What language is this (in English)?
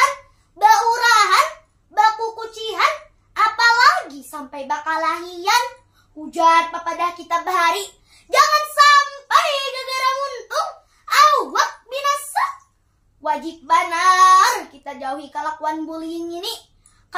Banjar